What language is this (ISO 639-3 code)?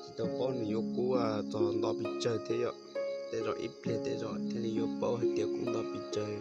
hmn